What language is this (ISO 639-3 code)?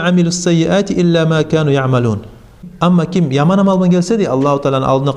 kum